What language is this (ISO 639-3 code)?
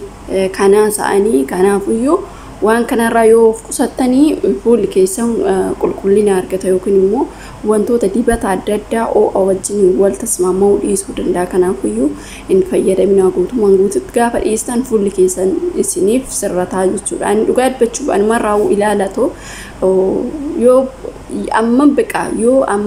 orm